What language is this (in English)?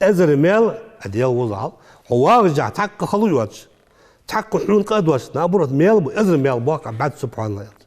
Ingush